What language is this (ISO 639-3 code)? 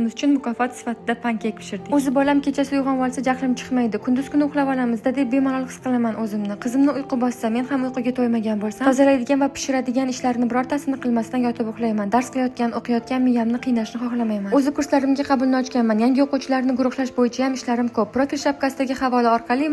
uzb